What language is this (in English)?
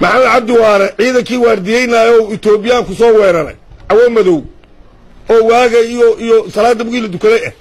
Somali